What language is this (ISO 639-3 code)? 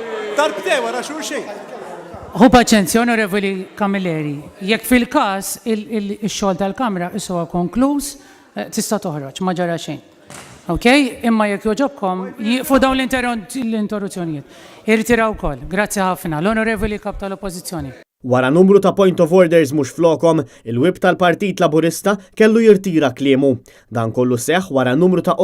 mlt